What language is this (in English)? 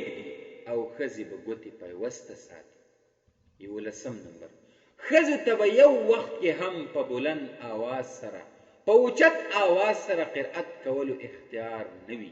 Pashto